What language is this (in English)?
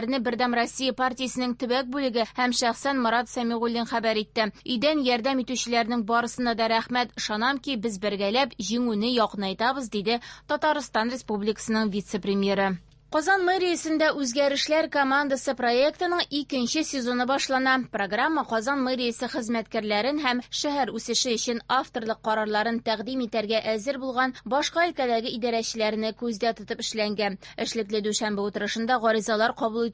Tatar